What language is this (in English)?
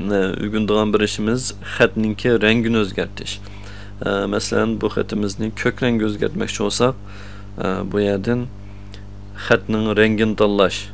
Uyghur